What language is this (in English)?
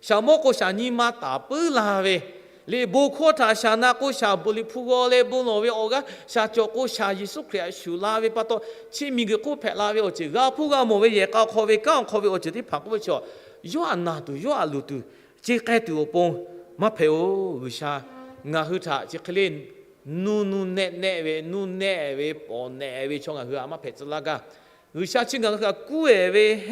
Lahu